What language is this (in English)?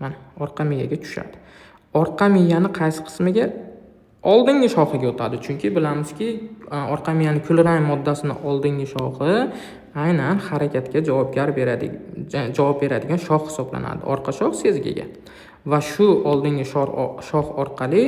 Uzbek